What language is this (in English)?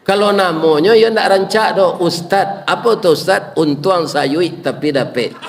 Minangkabau